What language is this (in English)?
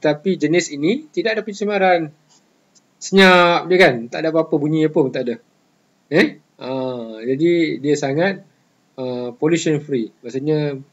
Malay